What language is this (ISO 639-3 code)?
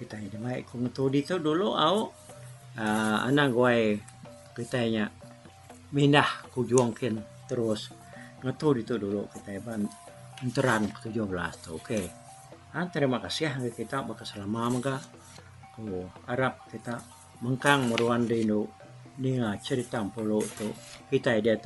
iba